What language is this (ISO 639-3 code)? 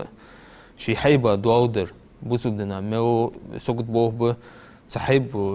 inh